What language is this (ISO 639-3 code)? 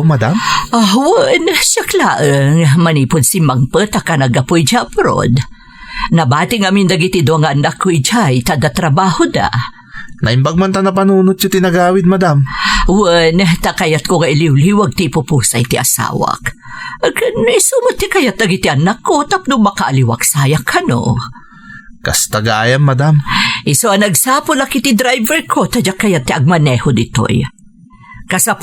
ilo